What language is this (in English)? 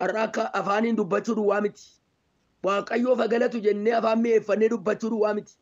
Oromo